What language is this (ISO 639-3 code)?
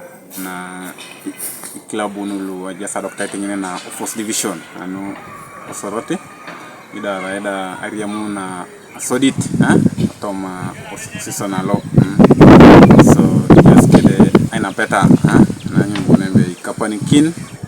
teo